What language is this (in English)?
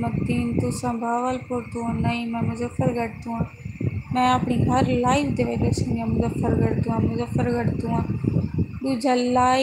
Saraiki